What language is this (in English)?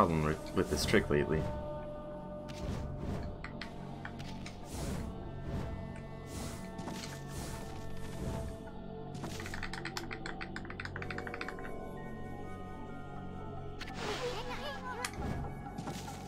English